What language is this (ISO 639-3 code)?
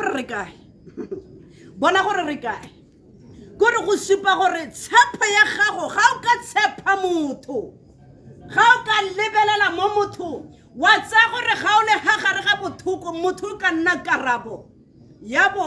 tsn